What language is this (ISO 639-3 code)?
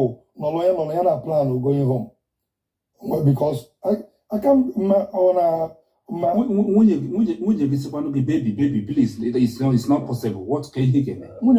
ibo